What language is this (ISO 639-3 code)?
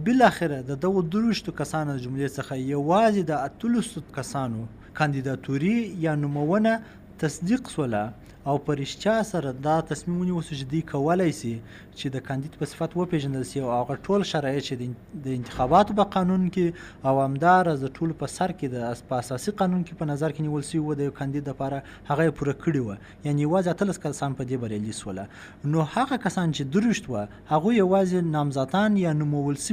pus